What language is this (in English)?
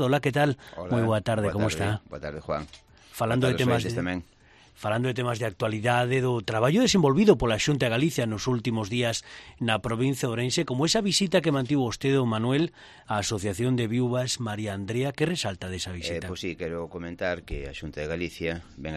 Galician